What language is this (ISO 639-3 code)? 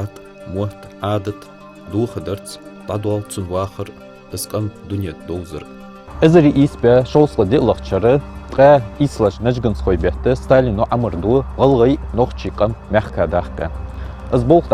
inh